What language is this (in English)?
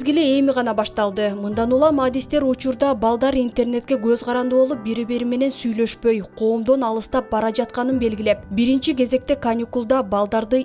Kyrgyz